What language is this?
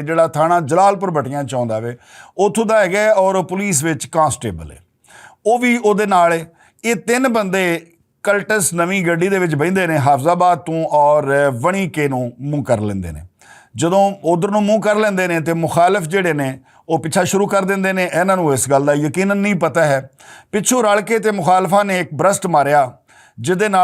Western Panjabi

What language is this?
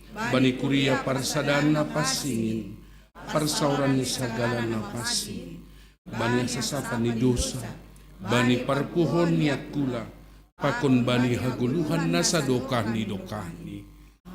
Batak Simalungun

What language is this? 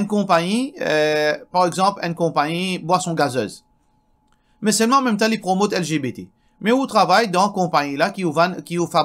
Morisyen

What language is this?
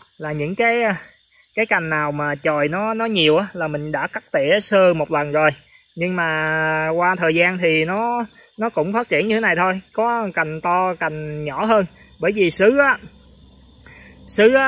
Vietnamese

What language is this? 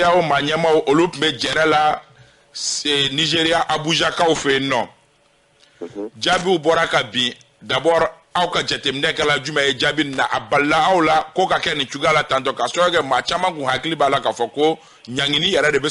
Bambara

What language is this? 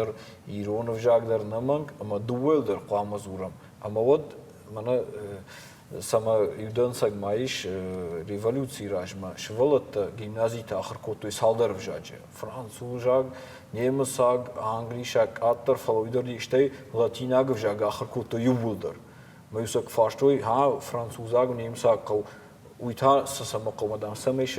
Ossetic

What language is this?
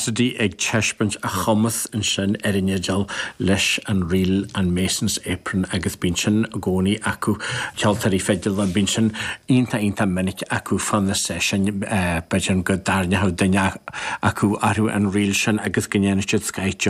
Irish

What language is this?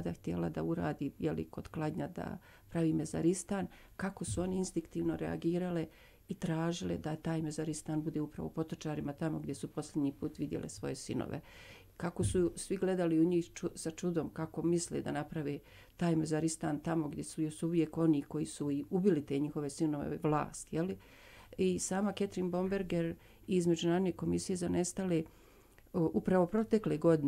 Bosnian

